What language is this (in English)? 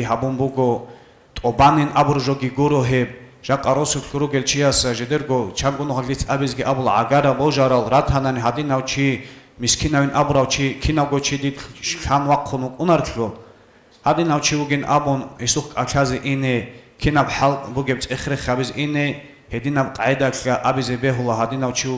Avaric